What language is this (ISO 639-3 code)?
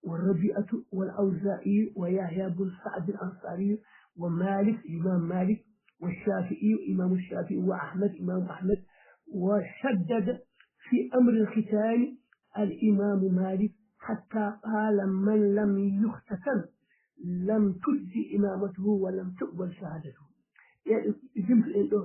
ful